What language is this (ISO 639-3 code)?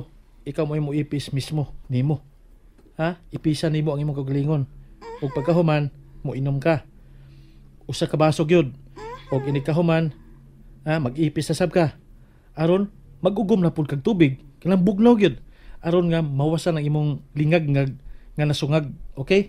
ceb